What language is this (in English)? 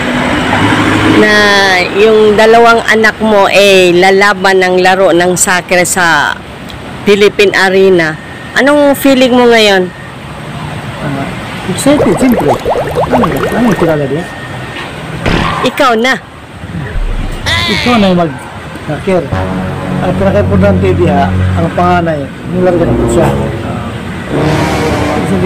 Filipino